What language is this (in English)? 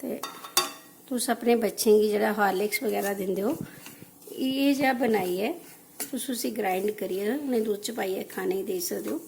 Dogri